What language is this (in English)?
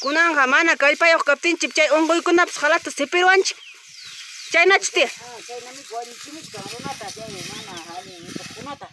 Ayacucho Quechua